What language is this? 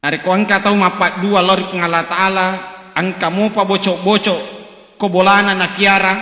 Buginese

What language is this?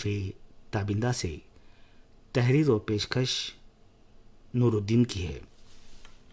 Urdu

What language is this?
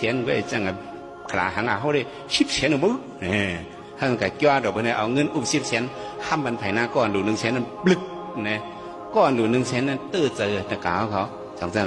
Shan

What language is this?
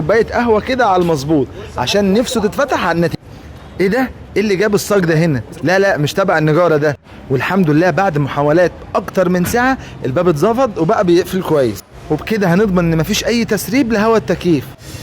Egyptian Arabic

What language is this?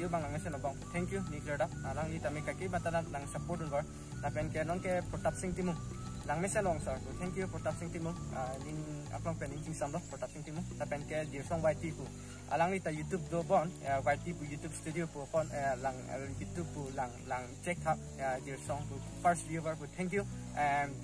Karbi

